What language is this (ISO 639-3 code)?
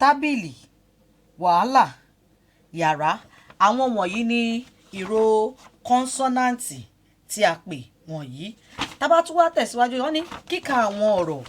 yor